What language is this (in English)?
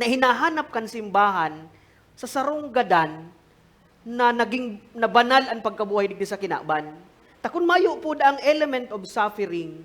Bikol